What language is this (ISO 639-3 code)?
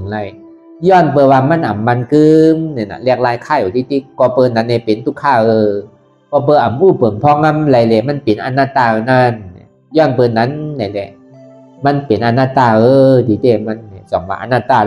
shn